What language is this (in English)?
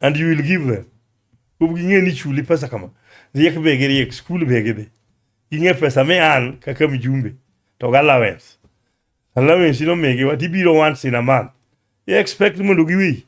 Luo (Kenya and Tanzania)